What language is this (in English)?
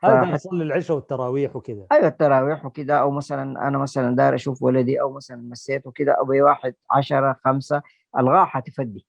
Sudanese Arabic